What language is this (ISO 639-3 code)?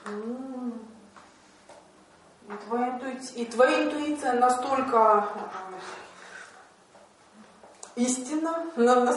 rus